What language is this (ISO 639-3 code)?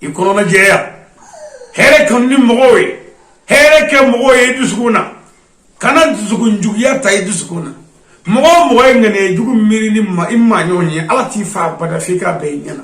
bam